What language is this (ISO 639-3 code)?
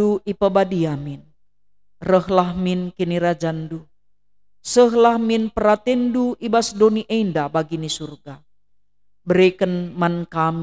btx